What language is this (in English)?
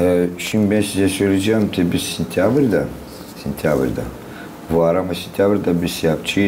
Gagauz